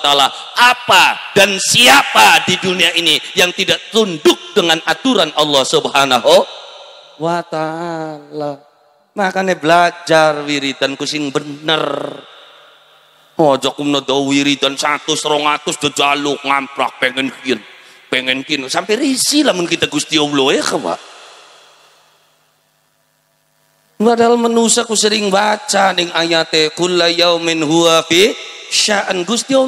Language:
Javanese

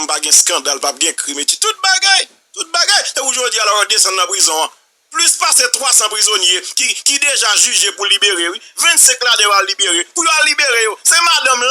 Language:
Haitian Creole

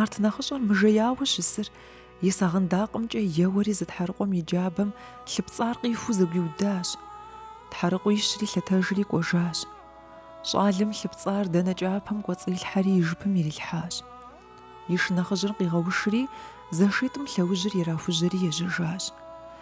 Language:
Kabardian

